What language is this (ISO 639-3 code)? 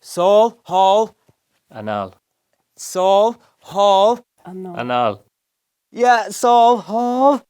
gle